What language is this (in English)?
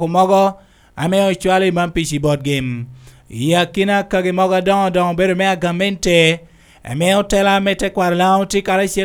Lango (Uganda)